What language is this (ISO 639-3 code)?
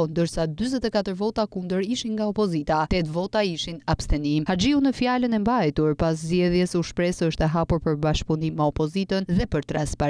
sqi